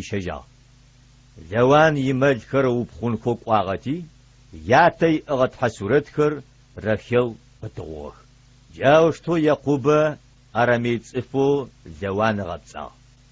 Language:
Adyghe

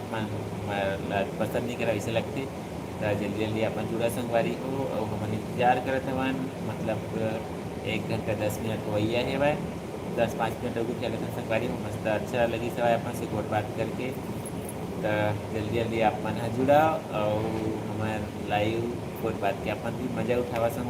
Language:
Chhattisgarhi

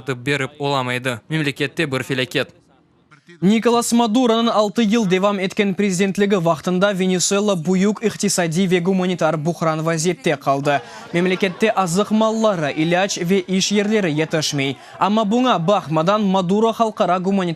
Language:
Crimean Tatar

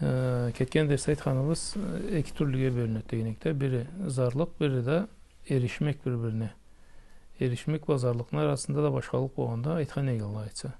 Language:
Karachay-Balkar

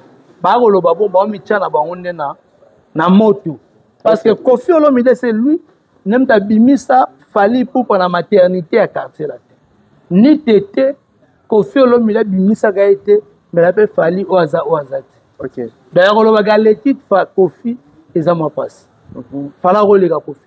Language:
Lingala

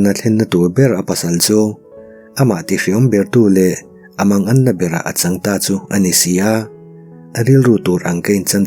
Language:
Mizo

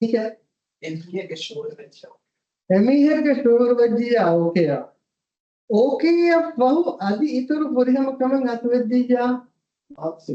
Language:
Divehi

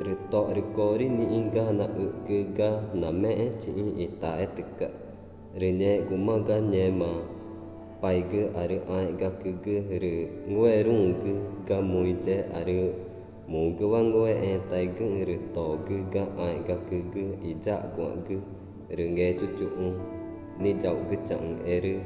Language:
Ticuna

